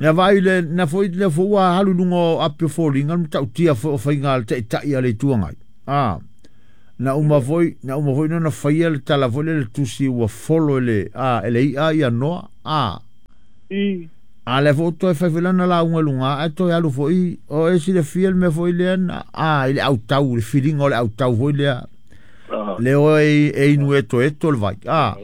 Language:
Samoan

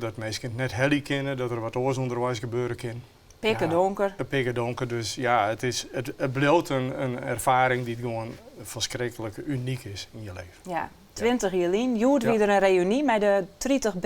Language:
Western Frisian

